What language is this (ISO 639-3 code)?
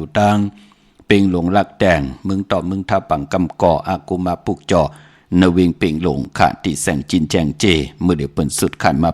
shn